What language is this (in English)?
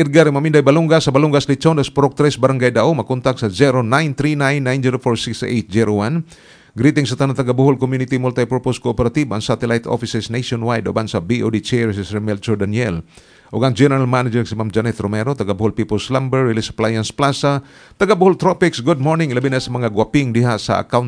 Cebuano